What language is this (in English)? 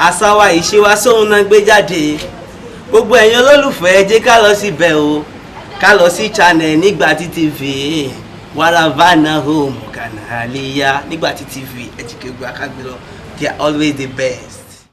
Yoruba